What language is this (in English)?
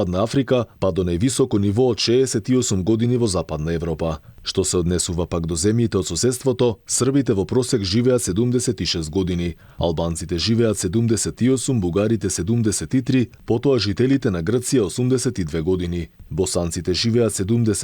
Macedonian